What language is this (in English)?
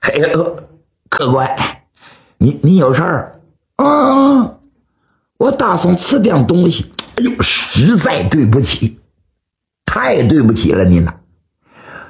Chinese